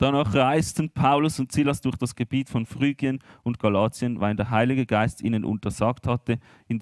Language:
Swiss German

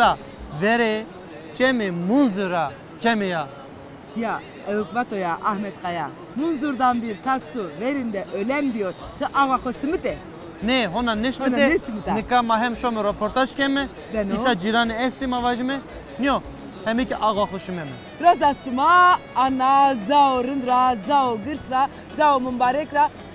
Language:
Zaza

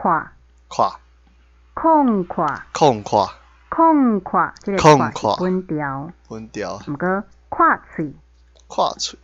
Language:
Min Nan Chinese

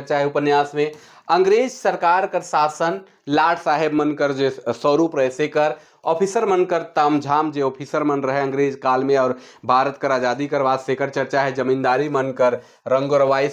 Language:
Sadri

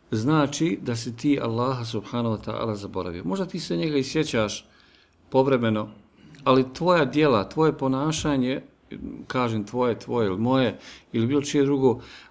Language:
Bosnian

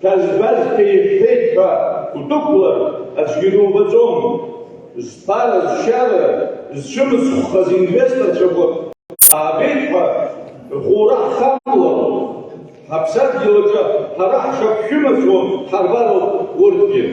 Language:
Abkhazian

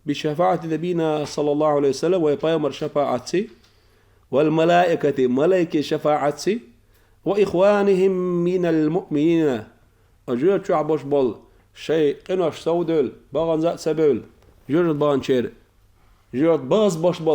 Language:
Chechen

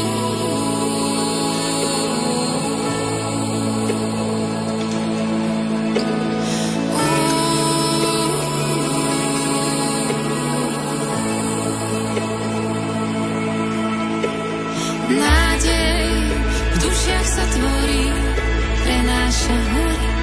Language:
Slovak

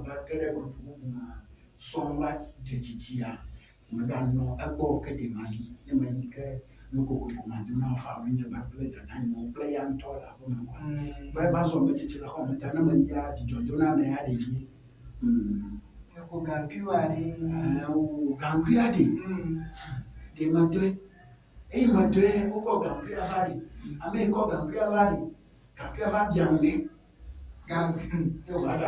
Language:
Ewe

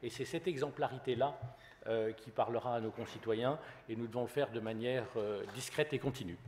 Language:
French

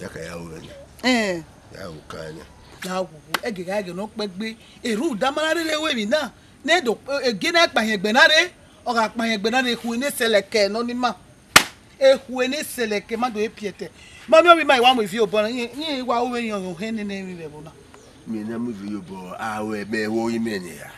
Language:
Bini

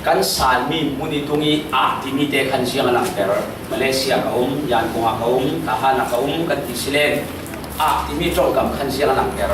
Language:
Falam Chin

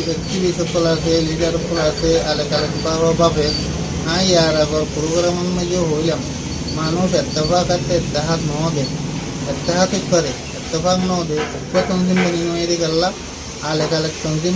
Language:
Rohingya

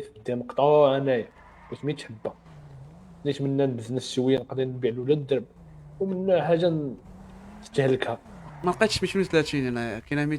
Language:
Moroccan Arabic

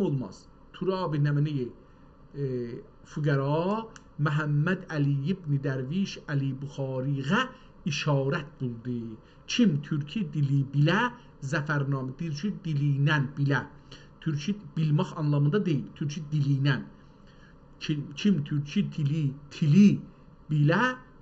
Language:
South Azerbaijani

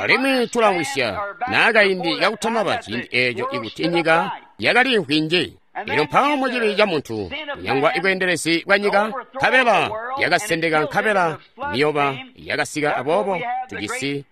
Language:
Tonga (Zambia)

